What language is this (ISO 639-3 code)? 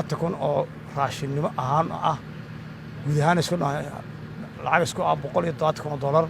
som